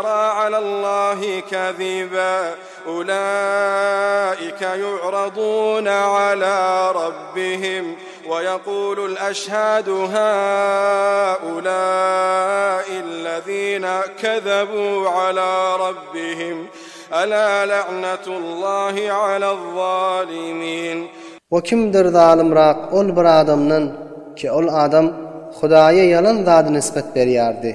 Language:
Turkmen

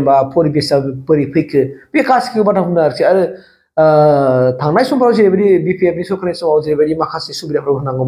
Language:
Bodo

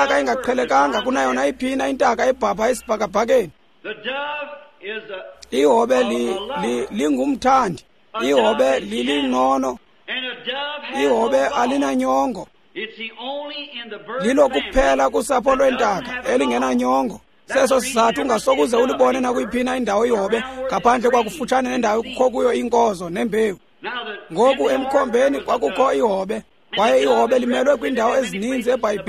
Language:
Xhosa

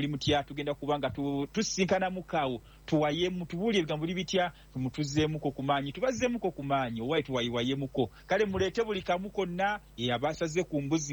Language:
Ganda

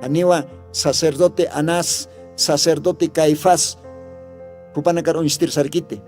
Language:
Aymara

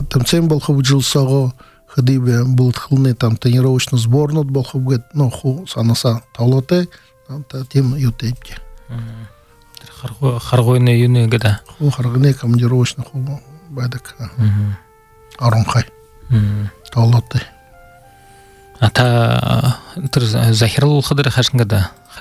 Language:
Buriat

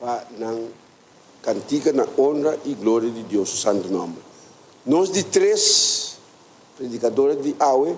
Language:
Papiamento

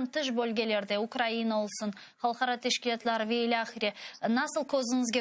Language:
Crimean Tatar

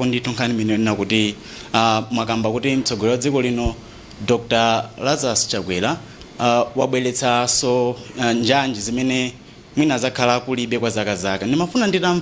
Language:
Nyanja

